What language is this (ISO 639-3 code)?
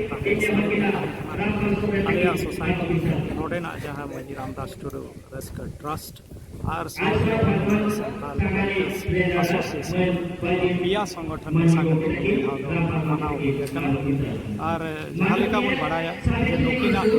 sat